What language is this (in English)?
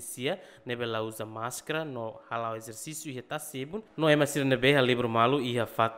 Tetum